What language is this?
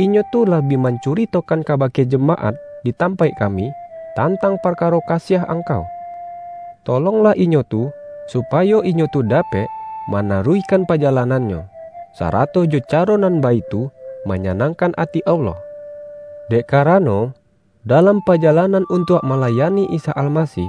Minangkabau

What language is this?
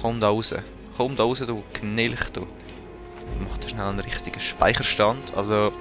Swiss German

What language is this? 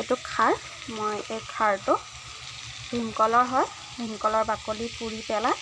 Assamese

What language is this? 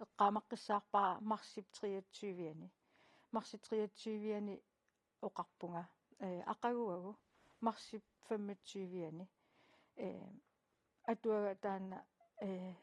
Kalaallisut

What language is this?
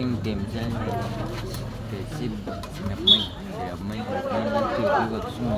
Ambonese Malay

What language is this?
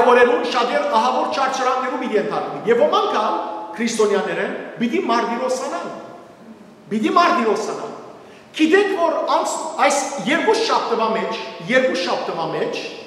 Western Armenian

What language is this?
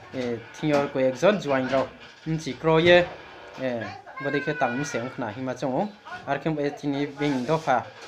Riang (India)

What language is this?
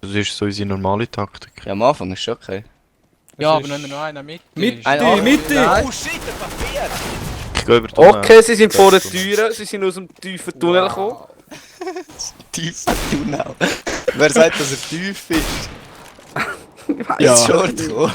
Swiss German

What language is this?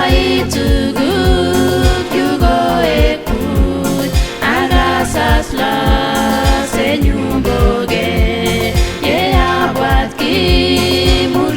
Kipsigis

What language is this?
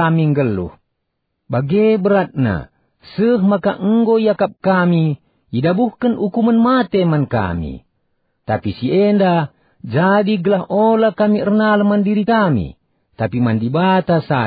Batak Karo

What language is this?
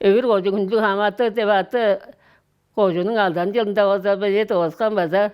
Tuvinian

